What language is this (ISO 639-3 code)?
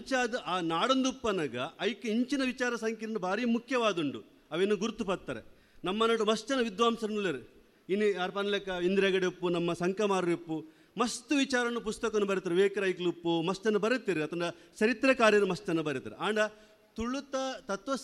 tcy